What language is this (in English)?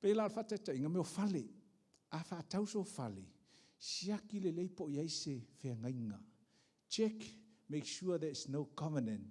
Samoan